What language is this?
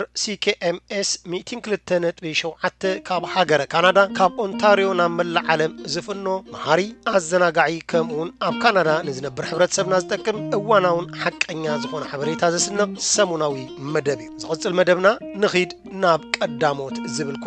Tigrinya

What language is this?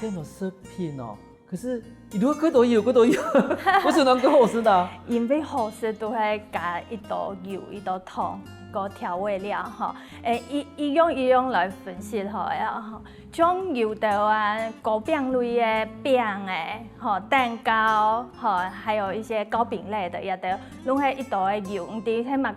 Hakka Chinese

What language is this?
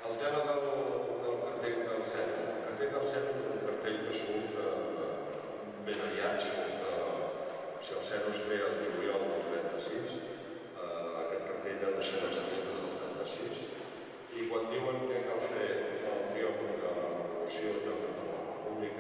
Catalan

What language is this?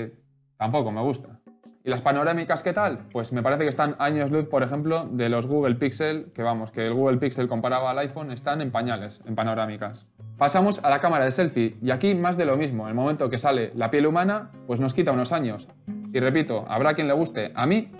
Spanish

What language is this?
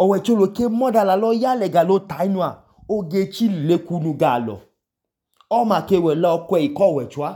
Idoma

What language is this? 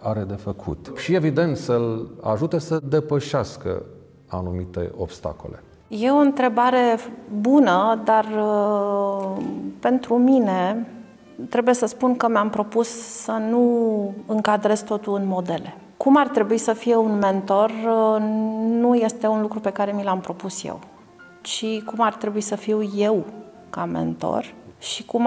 Romanian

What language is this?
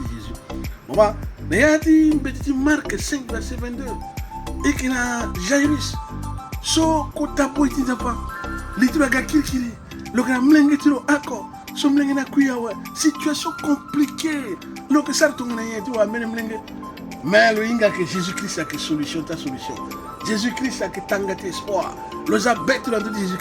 Sango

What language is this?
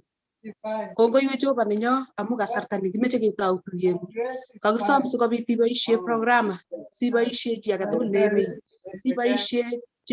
Kalenjin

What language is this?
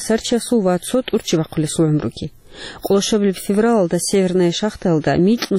Avaric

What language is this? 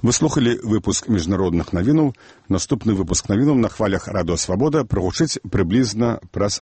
Belarusian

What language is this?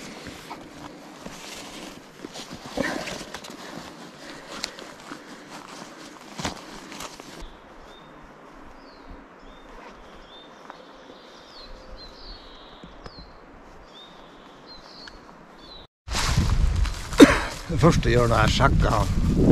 Norwegian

